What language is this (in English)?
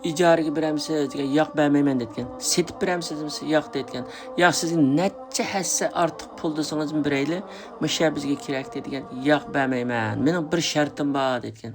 Uyghur